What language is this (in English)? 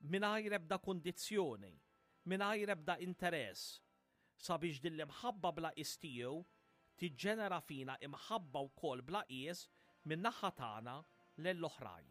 Maltese